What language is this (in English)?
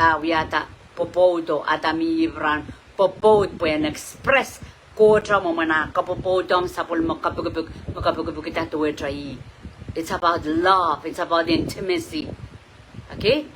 Pohnpeian